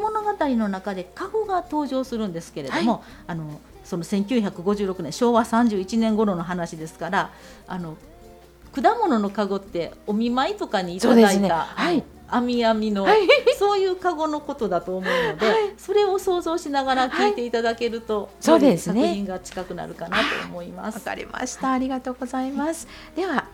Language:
Japanese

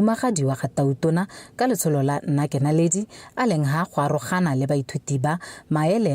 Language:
Tswana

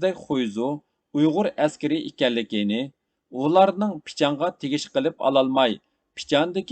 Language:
Uyghur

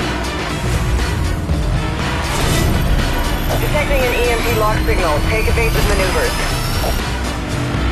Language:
English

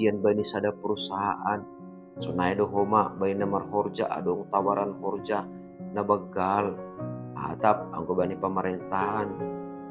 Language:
Batak Simalungun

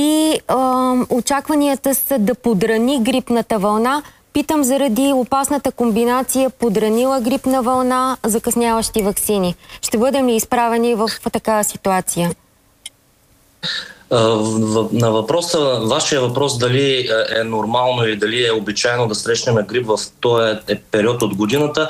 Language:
Bulgarian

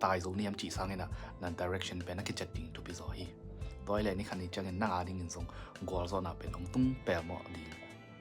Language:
Tedim Chin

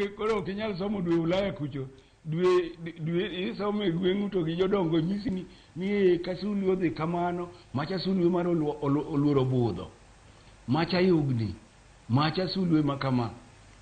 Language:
Luo (Kenya and Tanzania)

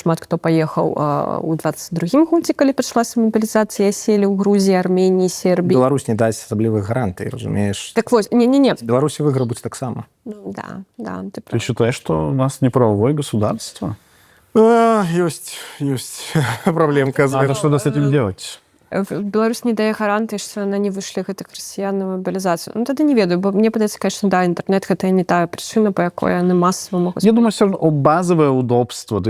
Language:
Belarusian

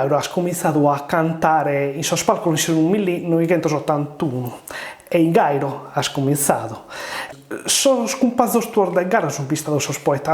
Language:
Sardinian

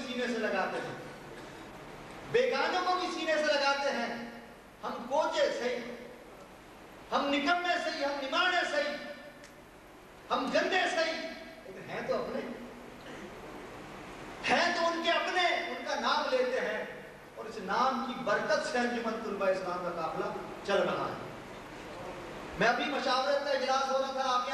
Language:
Urdu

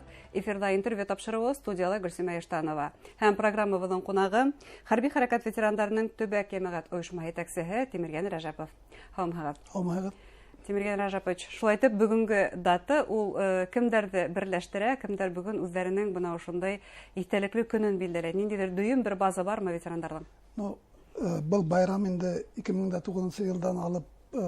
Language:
Bashkir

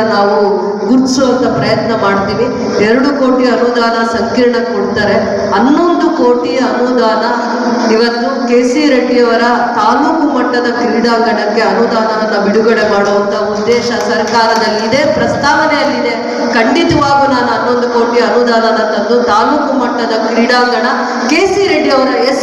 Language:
Kannada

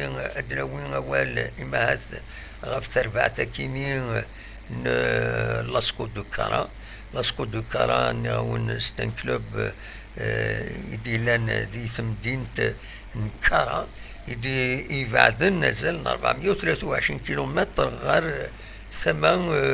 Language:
Kabyle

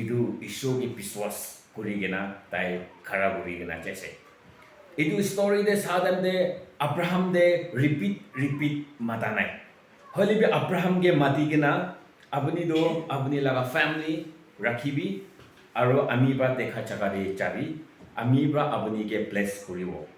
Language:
Naga Pidgin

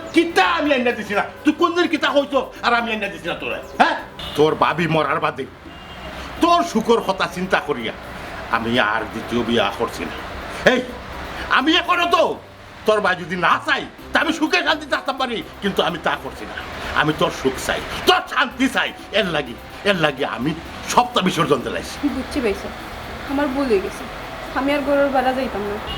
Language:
Sylheti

